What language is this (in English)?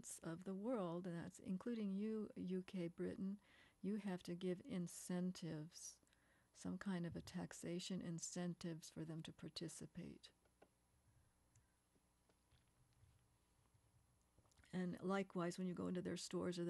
English